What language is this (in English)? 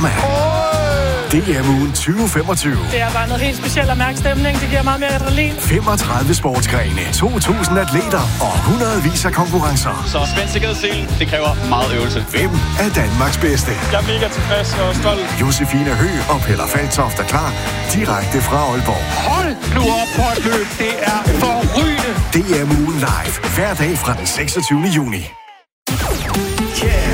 Danish